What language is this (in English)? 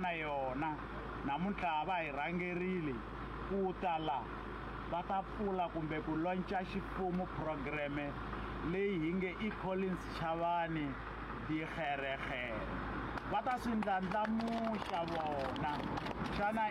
Tsonga